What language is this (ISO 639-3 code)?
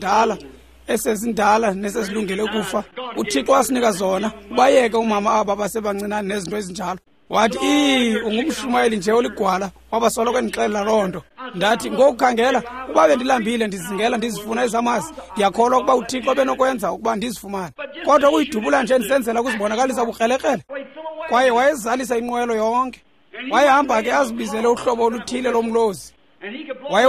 xho